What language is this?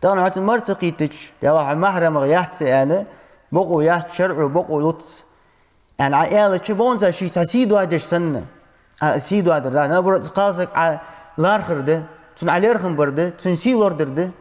Ingush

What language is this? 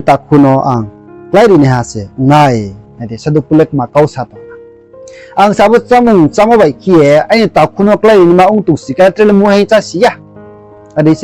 Riang (India)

